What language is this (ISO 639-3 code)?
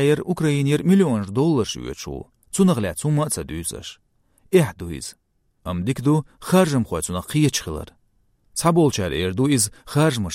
che